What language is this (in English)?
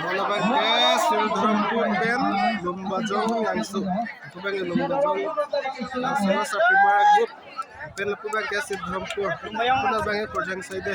Karbi